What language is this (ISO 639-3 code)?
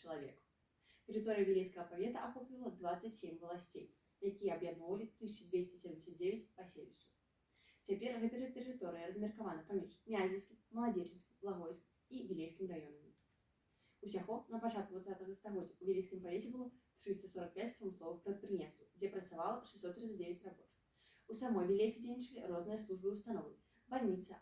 bel